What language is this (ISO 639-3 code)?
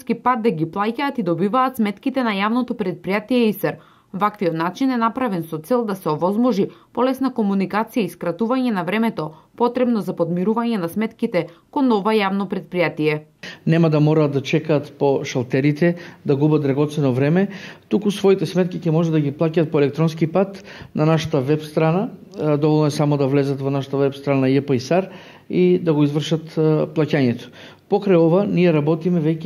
mkd